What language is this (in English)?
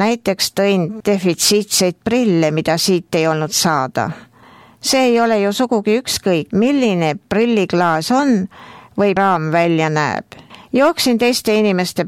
Estonian